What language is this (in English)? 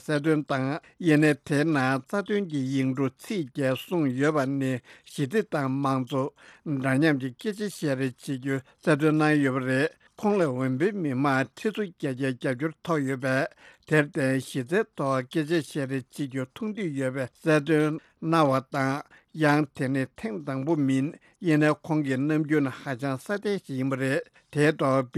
Tibetan